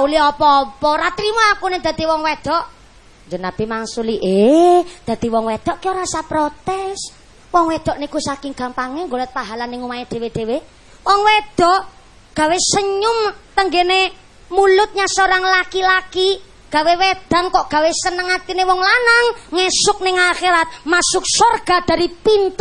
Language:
Javanese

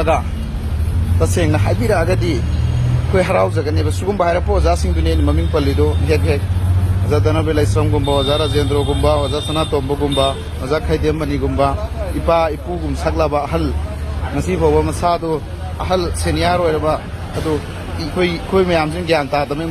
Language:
Manipuri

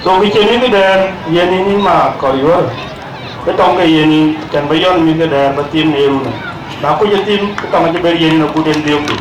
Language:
Dinka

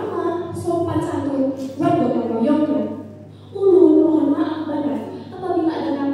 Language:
Banjar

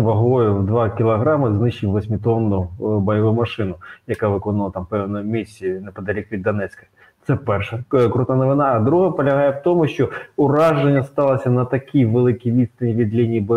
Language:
Ukrainian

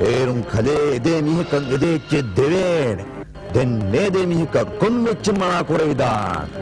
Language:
Divehi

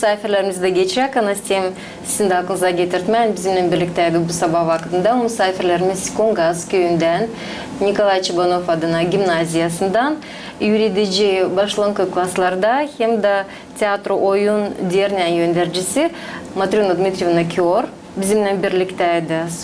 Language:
Gagauz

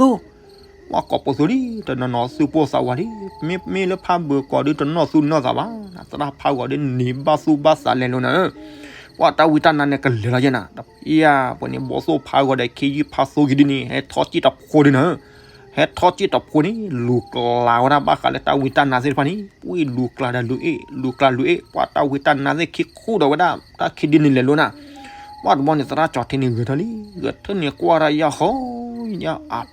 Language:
S'gaw Karen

